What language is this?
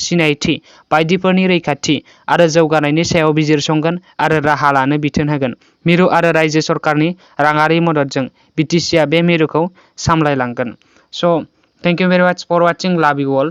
Bodo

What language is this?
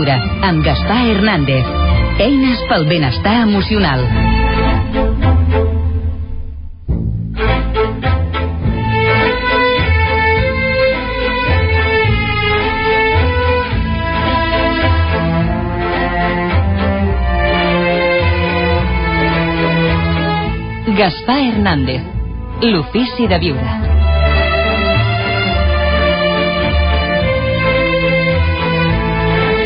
Catalan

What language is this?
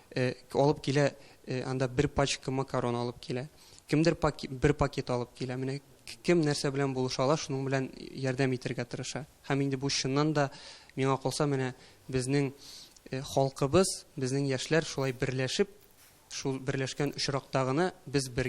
Tatar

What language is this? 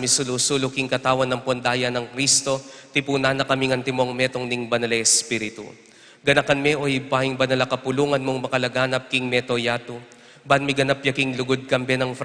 Pampanga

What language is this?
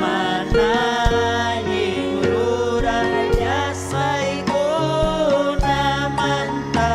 Ayacucho Quechua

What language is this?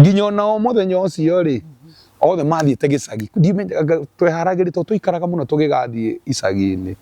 Kikuyu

